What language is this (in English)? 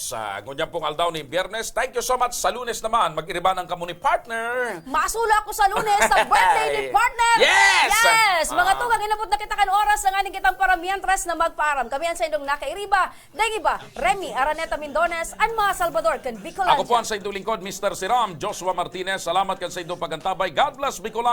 Bikol